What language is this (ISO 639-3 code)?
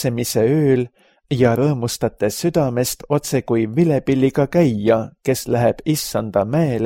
est